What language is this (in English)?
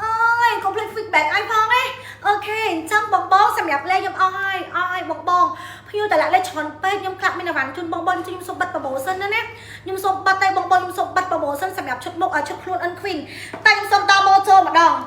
Khmer